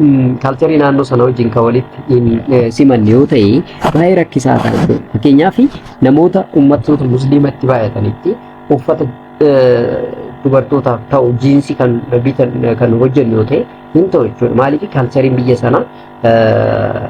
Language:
Oromo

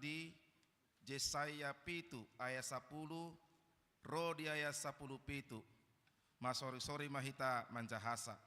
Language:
Batak Toba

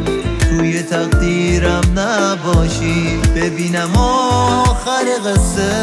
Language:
Persian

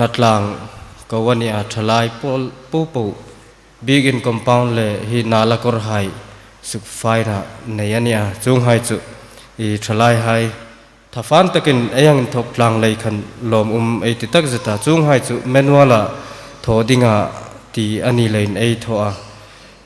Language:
Hmar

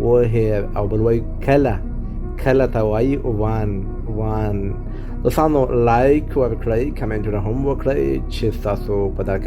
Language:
Pashto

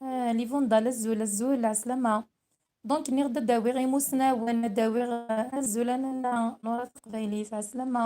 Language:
Kabyle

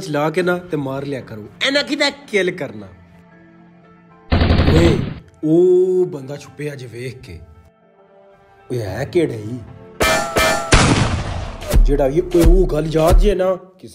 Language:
Punjabi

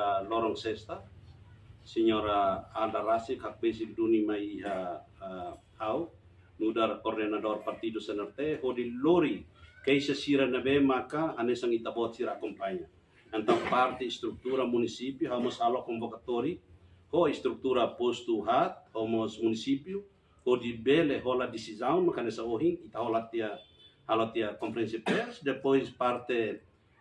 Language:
Tetum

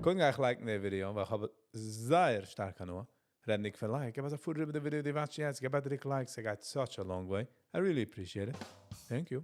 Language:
Yiddish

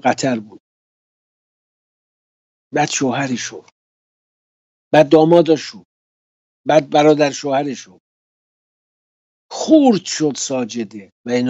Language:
Persian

